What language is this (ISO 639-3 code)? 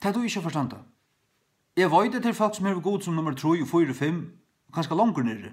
fao